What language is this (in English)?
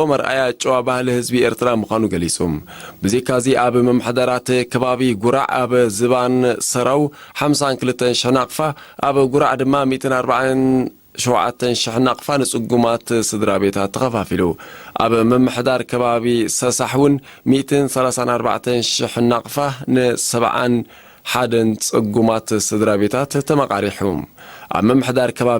Tigrinya